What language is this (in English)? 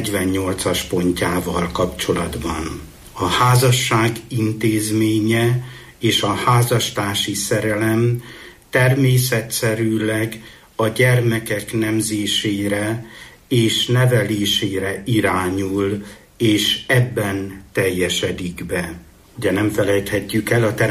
Hungarian